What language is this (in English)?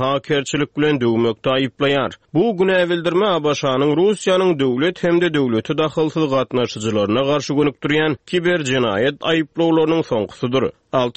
Turkmen